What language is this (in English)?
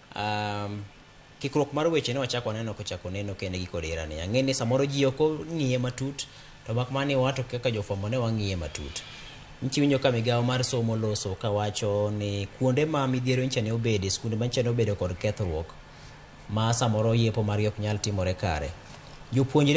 Luo (Kenya and Tanzania)